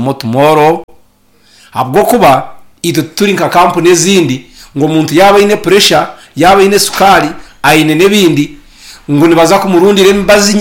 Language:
Nyankole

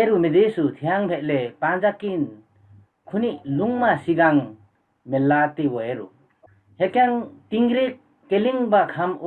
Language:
Limbu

